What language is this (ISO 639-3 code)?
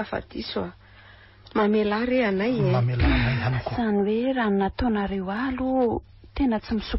mlg